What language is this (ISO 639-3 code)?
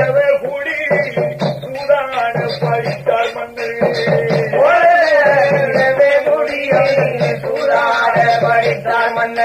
tam